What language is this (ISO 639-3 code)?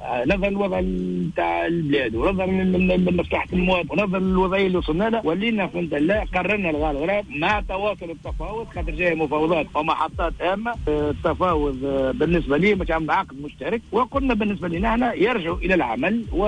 aeb